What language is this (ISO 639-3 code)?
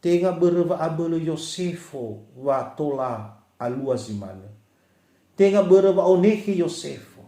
nia